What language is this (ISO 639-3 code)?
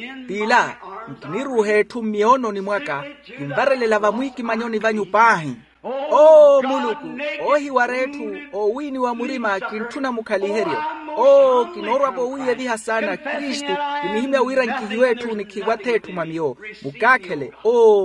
vmw